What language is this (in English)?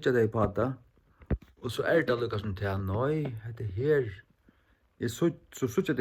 Faroese